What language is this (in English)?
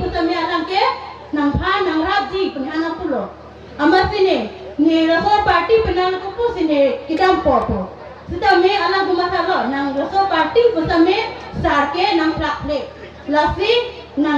Karbi